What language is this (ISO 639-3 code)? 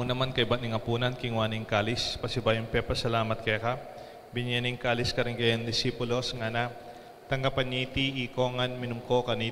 pam